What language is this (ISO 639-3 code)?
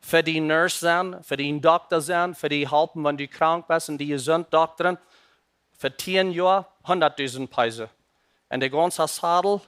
pdt